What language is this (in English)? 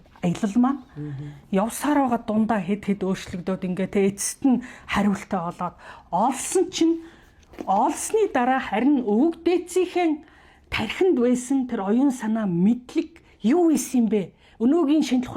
Mongolian